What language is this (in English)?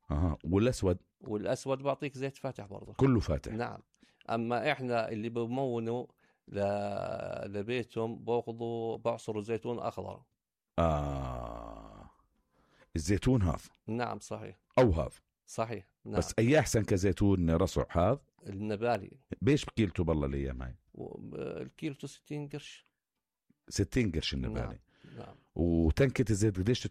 North Levantine Arabic